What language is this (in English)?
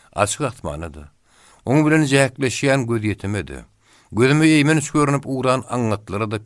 Turkmen